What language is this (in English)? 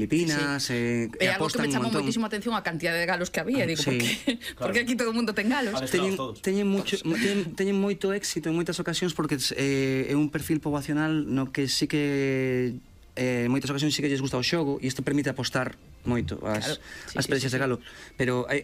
Galician